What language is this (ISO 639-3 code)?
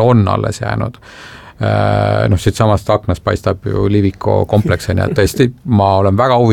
est